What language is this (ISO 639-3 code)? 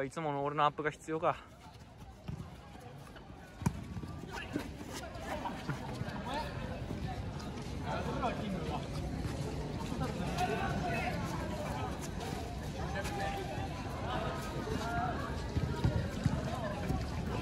jpn